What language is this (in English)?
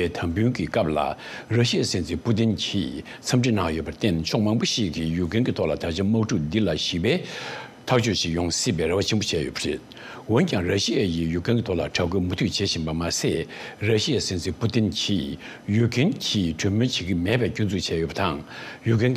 Tibetan